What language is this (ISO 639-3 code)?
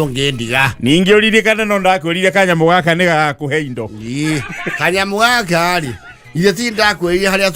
kik